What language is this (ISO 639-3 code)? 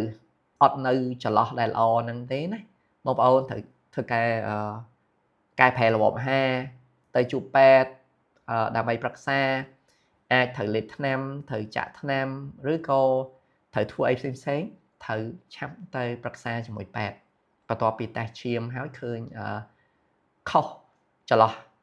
khm